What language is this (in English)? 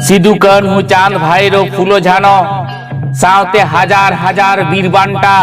Santali